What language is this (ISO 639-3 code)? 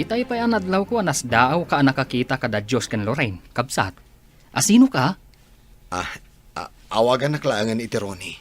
ilo